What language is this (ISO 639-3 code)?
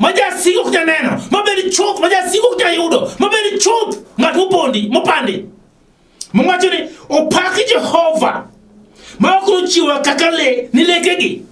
luo